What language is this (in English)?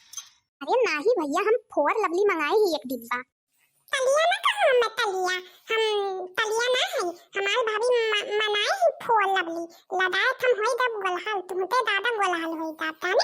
Awadhi